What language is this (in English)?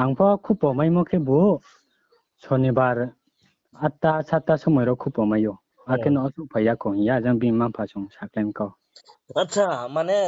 Riang (India)